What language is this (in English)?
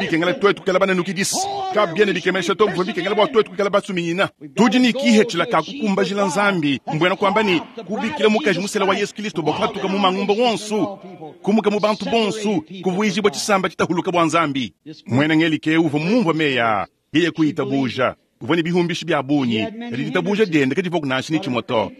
Luba-Lulua